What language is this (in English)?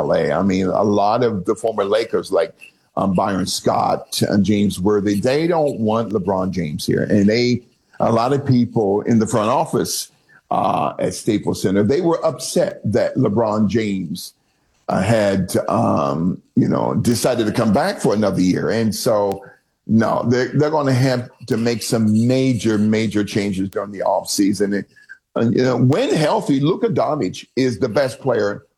English